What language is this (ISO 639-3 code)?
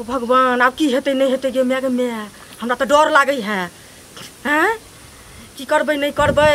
mai